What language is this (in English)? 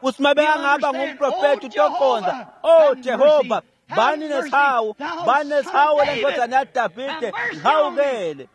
Swati